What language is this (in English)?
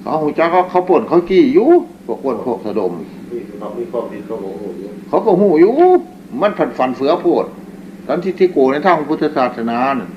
Northeastern Thai